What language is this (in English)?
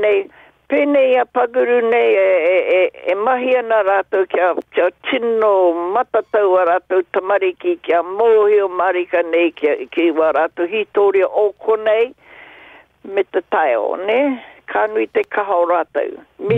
Māori